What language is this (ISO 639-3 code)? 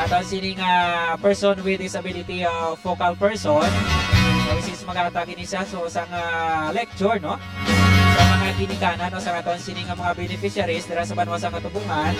hil